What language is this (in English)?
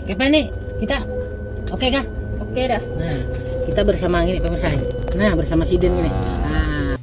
Banjar